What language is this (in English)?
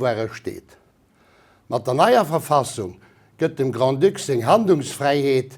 Luxembourgish